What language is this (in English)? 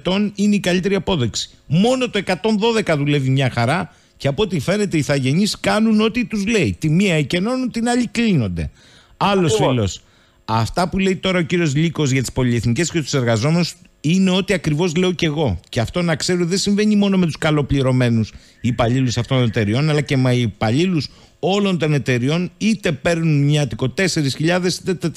Greek